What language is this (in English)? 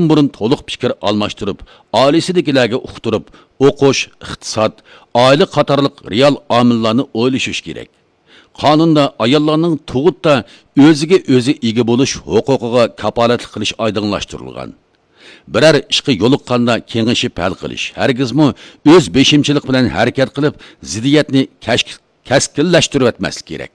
Uyghur